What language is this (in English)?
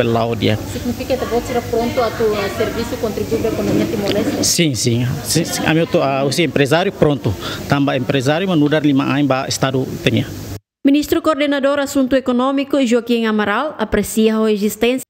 Tetum